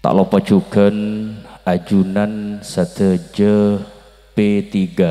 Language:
Madurese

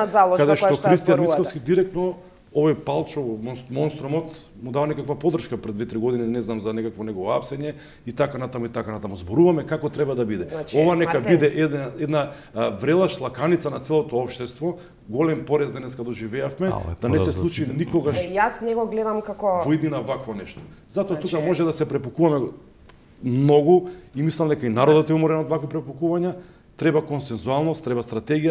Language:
Macedonian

